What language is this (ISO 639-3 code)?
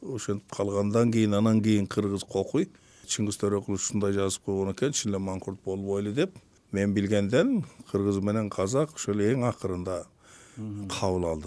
kir